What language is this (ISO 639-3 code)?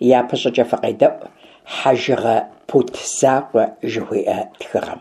kbd